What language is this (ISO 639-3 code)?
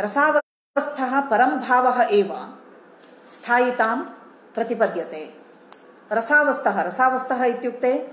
san